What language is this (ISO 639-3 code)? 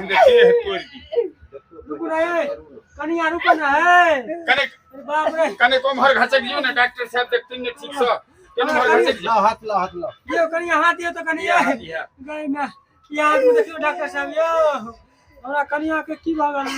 mai